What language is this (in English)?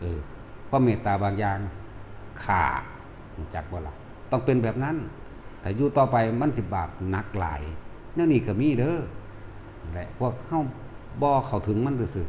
Lao